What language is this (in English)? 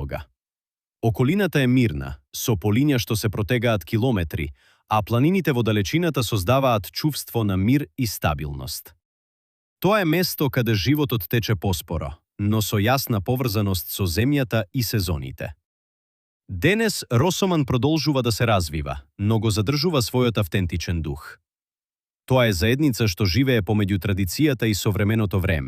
Macedonian